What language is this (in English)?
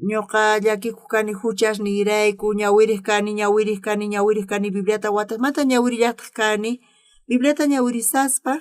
South Bolivian Quechua